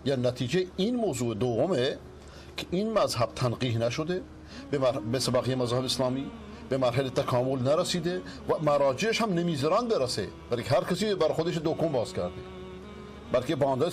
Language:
Persian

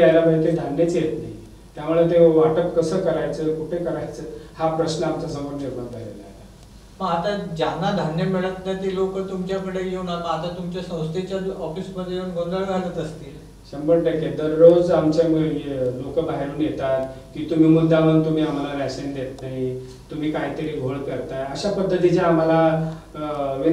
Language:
Marathi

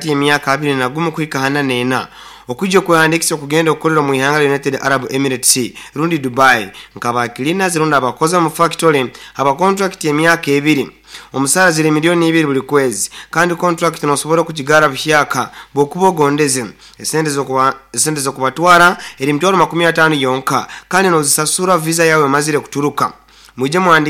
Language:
Nyoro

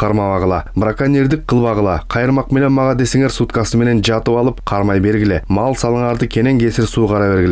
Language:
Kyrgyz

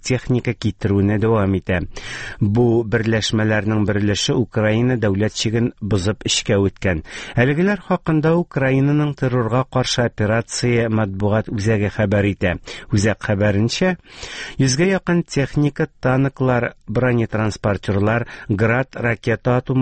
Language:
Tatar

